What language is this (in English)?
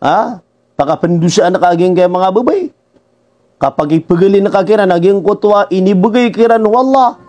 Maranao